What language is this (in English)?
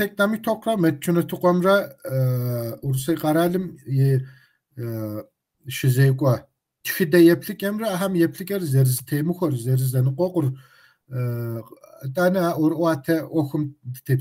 Kabardian